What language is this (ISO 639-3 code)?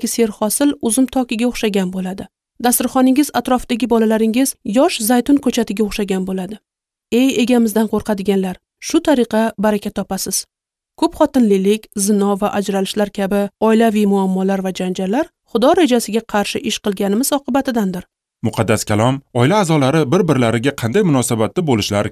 uzb